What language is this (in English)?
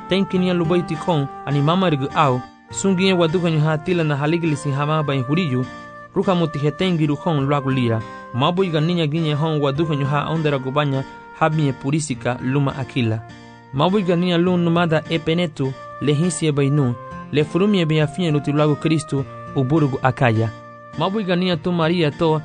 Garifuna